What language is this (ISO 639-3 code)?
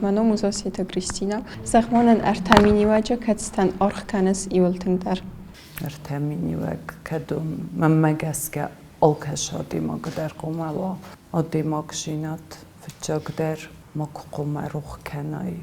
oss